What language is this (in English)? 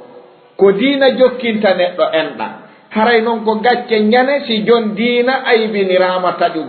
Fula